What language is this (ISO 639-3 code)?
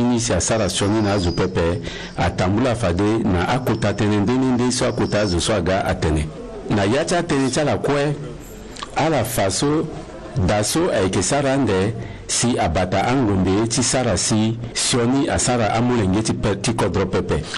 sag